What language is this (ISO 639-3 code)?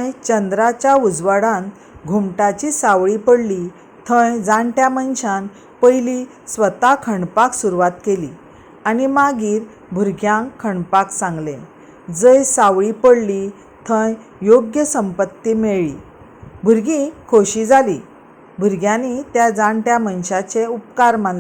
kok